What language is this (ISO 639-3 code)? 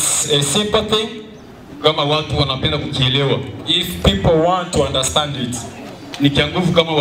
swa